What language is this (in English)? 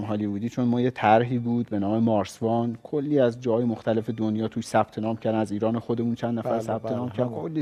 Persian